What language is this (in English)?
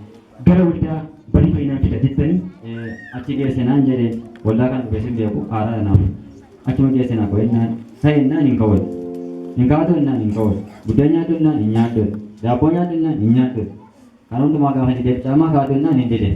Oromo